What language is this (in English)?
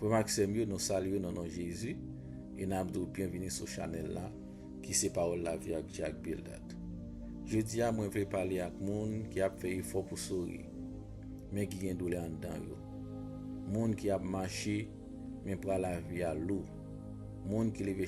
Haitian Creole